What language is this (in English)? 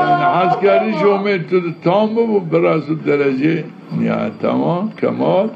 Zaza